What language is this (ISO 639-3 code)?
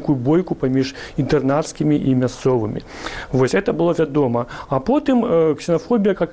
bel